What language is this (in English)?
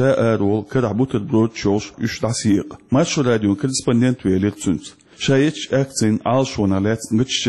Chechen